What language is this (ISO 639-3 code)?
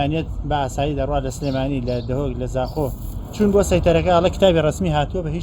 ckb